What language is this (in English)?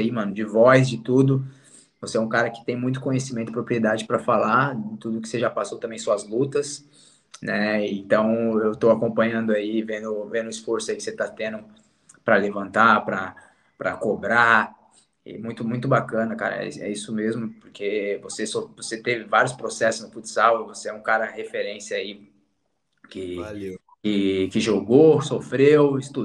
Portuguese